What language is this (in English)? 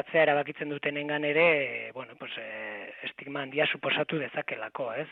Basque